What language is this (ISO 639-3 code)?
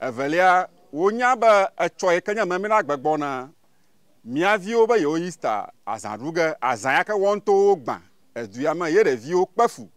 ewe